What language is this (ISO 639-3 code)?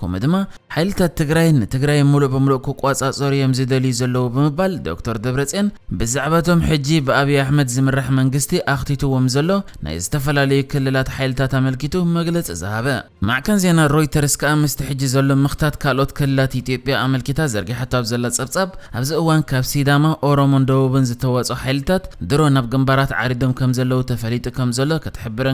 tir